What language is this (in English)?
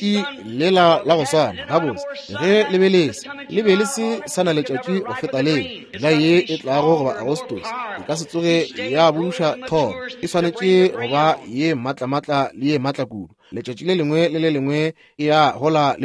Northern Sotho